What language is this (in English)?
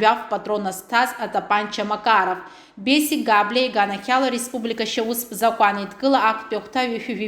Abkhazian